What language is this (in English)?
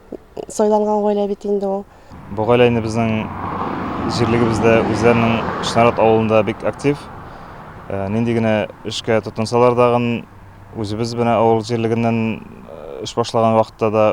Tatar